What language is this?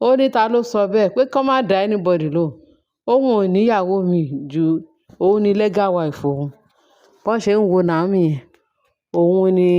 Yoruba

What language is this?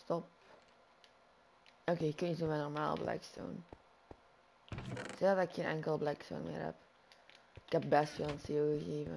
Dutch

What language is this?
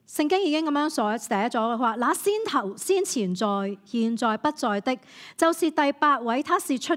Cantonese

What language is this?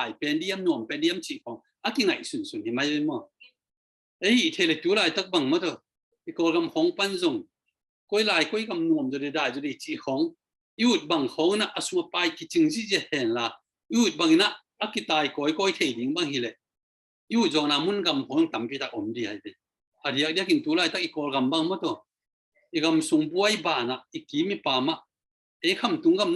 Tedim Chin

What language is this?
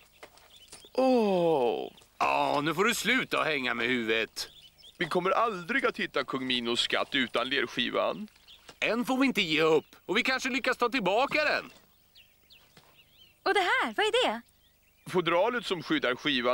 Swedish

